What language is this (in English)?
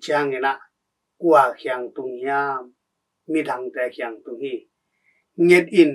Tedim Chin